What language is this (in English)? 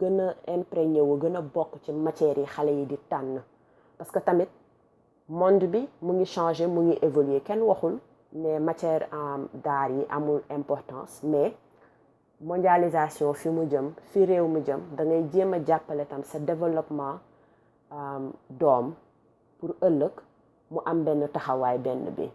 Wolof